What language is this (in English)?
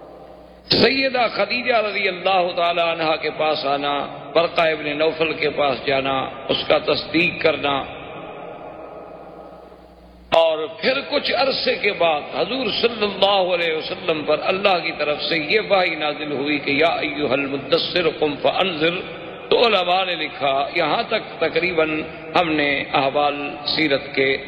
Urdu